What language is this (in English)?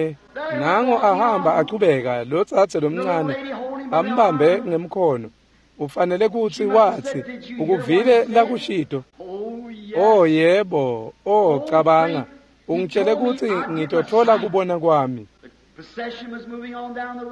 Swati